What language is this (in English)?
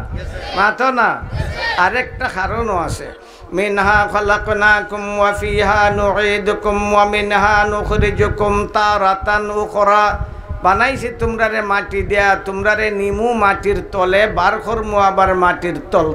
Sylheti